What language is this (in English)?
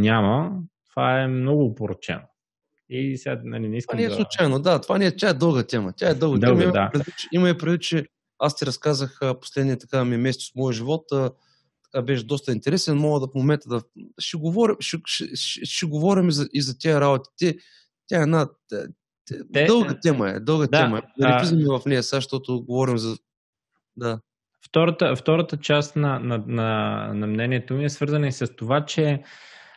Bulgarian